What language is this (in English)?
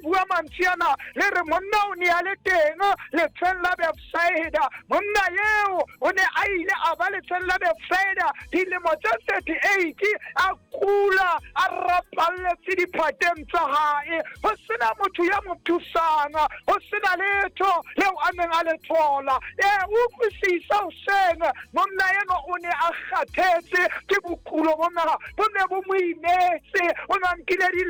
Southern Sotho